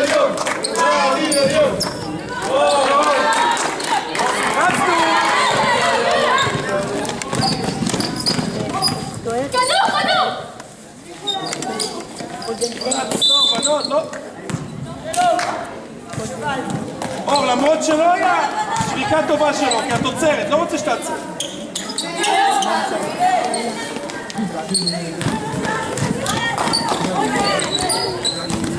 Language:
Hebrew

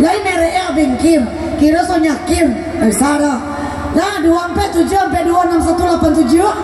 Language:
Minangkabau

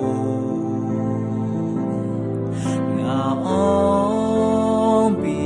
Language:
Akha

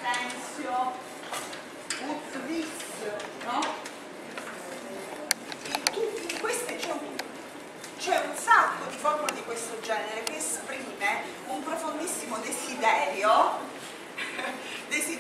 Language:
Italian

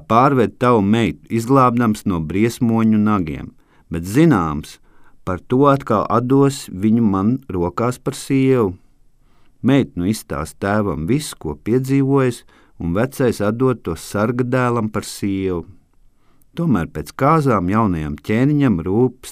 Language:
Latvian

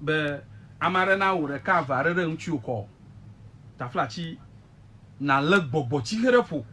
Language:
Ewe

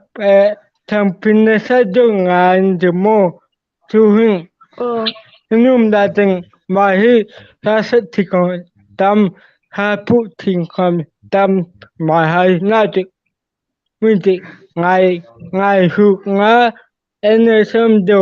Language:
Hmar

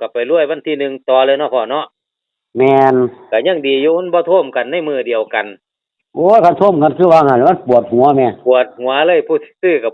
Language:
Northeastern Thai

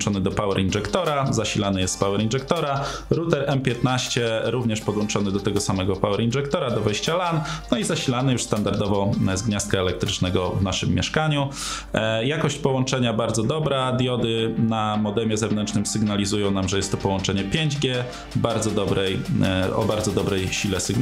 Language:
Polish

